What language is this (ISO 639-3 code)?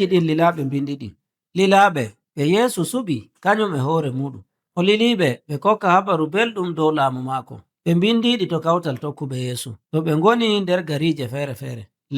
fuv